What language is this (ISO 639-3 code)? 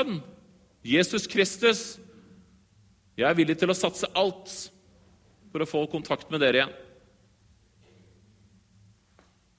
nor